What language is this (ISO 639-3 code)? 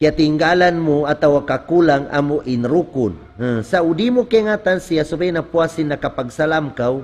tsg